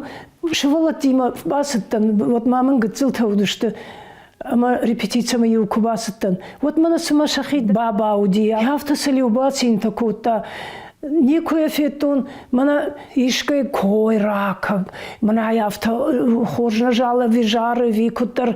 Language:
Ossetic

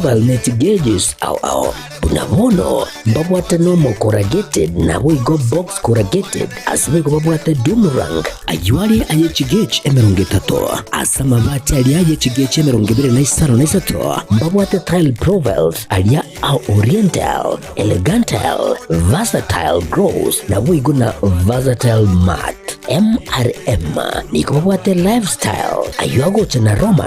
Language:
Gusii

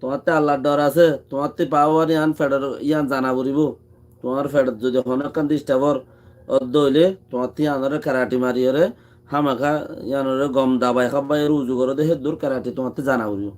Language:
Rohingya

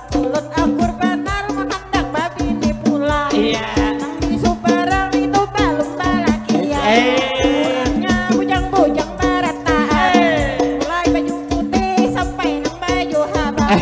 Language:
Banjar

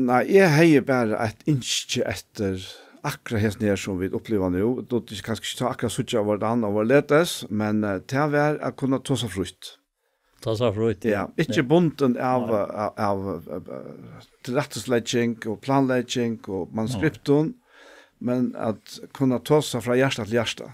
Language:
Faroese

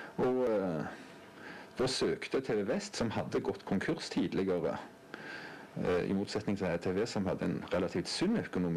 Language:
Norwegian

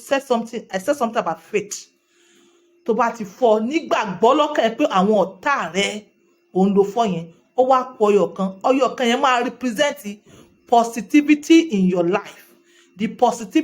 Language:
Yoruba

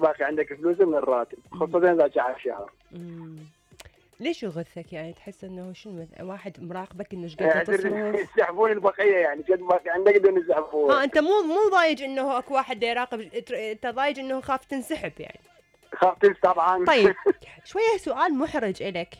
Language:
Mesopotamian Arabic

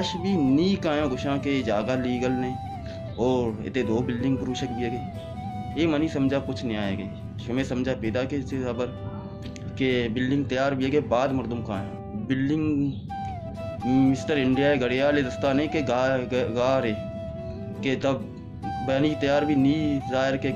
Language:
Baluchi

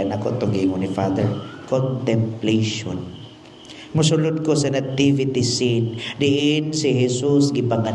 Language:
Cebuano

